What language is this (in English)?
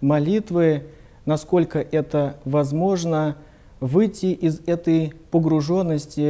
Russian